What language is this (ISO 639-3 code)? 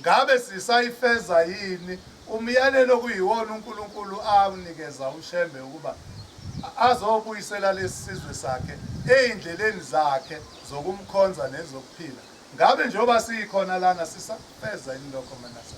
zul